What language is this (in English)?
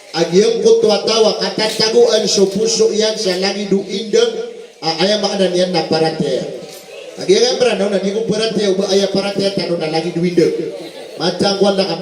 Maranao